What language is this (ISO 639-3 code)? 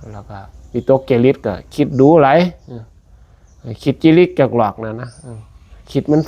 lao